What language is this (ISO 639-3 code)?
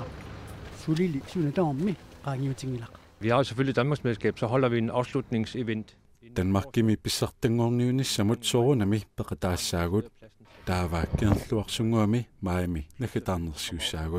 kal